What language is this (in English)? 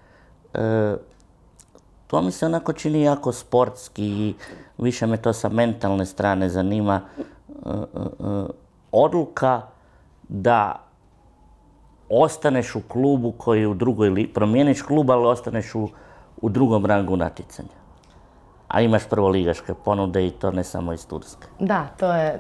Croatian